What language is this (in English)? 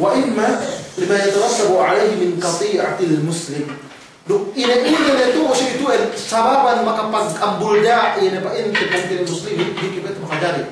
Yakan